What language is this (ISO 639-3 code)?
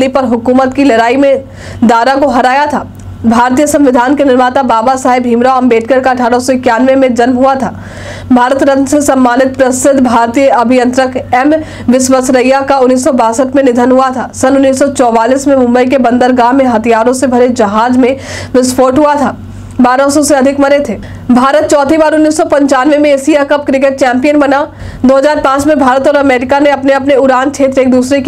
hin